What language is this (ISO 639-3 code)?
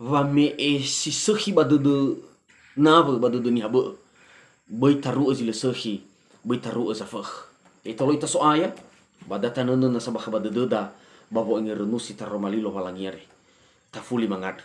nia